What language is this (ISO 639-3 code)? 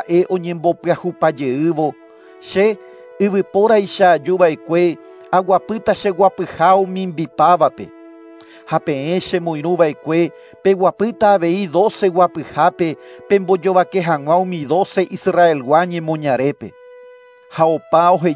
grn